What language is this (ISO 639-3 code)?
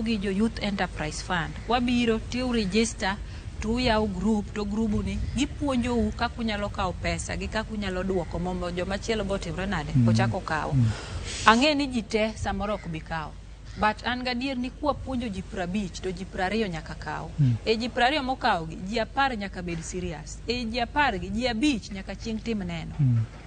luo